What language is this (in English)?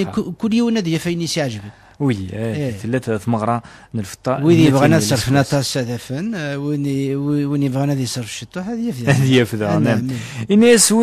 Kabyle